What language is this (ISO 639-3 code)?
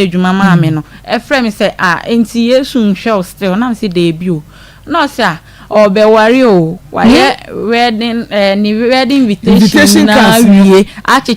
aka